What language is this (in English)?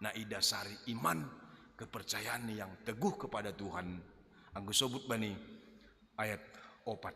Batak Simalungun